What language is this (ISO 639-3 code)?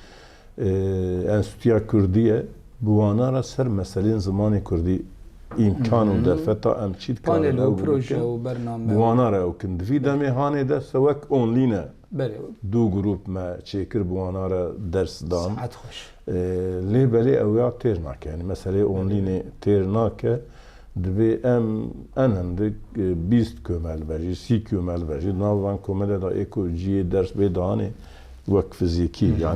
kur